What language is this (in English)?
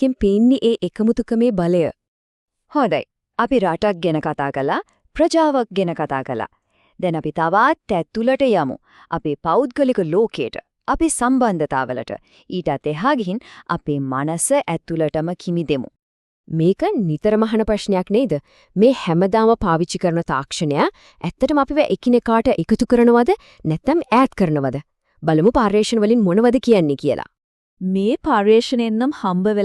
Sinhala